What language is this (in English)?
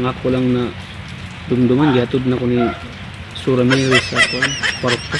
Cebuano